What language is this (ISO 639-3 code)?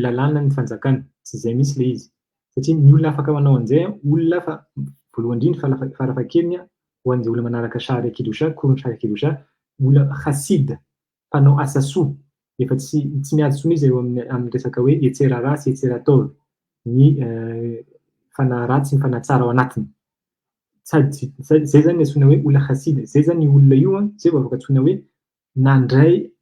mlg